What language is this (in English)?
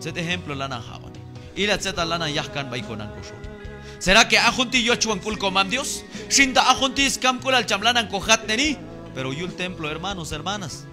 Q'anjob'al